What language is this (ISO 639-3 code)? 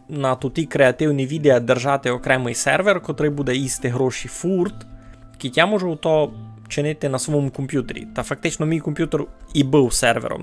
rue